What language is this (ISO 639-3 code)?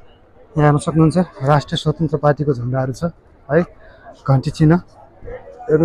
nep